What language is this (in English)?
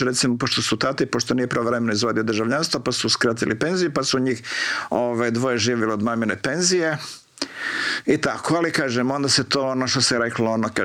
Croatian